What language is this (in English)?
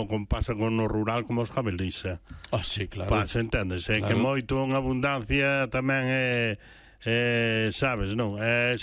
Galician